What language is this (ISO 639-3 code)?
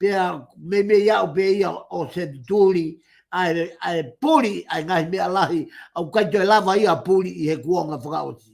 ton